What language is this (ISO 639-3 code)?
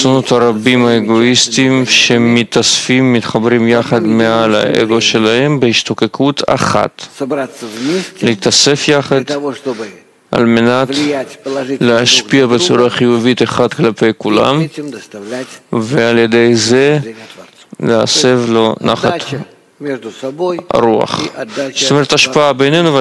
heb